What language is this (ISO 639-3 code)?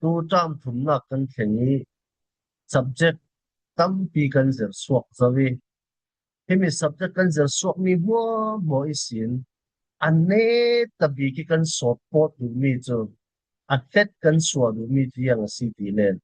cfm